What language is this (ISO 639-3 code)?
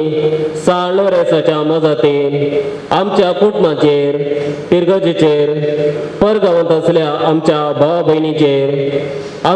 kok